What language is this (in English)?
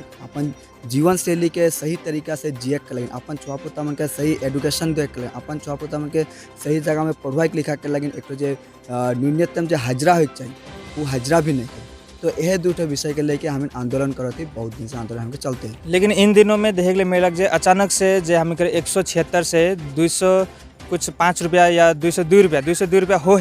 Sadri